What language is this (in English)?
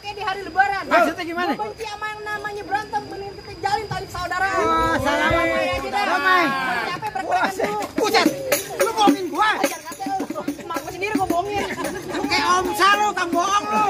Betawi